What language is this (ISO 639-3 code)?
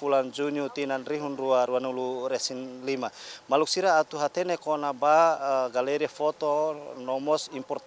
tet